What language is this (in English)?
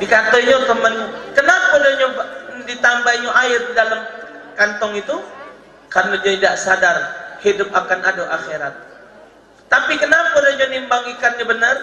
Musi